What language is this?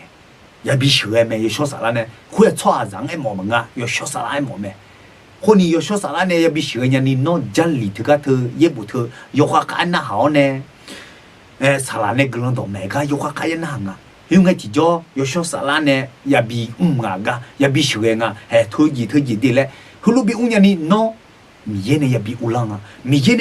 Akha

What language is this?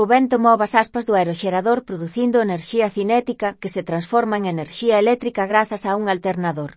Galician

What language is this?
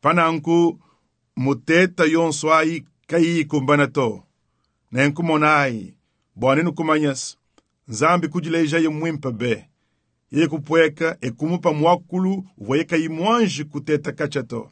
Luba-Lulua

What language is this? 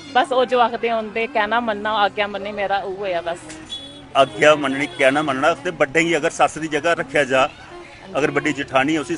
Dogri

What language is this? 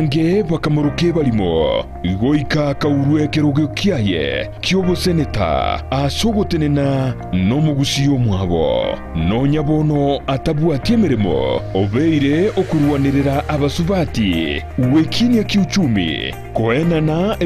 Gusii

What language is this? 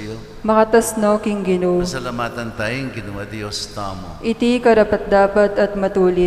Pampanga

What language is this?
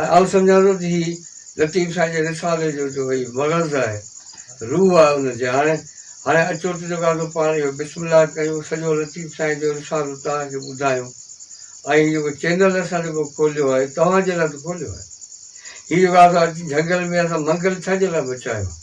Sindhi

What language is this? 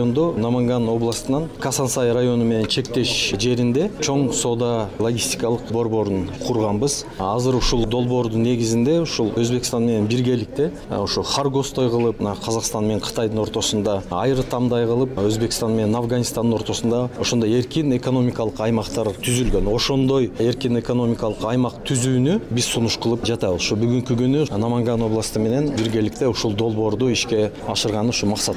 Kyrgyz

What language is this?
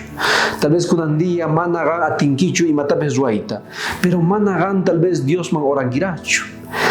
South Bolivian Quechua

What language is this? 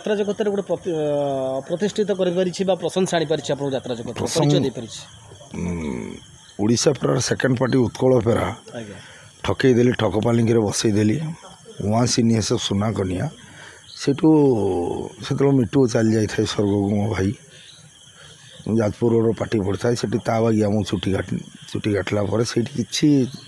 Odia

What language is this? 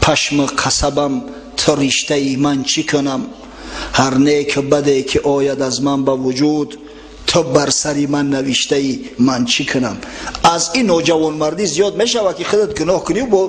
Tajik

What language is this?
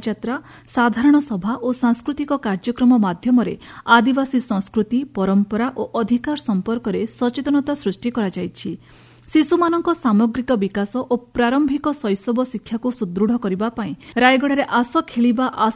Odia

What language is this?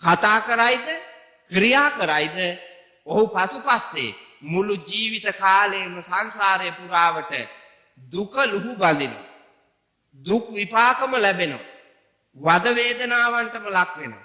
Sinhala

